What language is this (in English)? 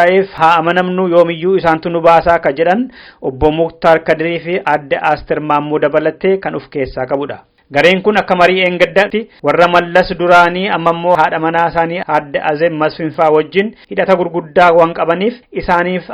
Oromo